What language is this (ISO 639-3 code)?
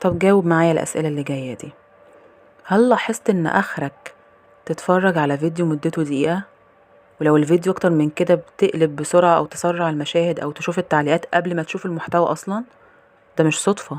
arz